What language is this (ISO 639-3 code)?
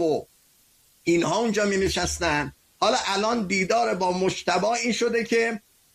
fas